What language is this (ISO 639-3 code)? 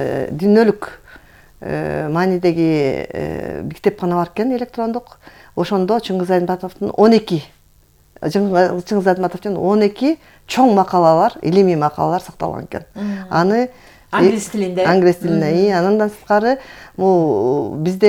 kir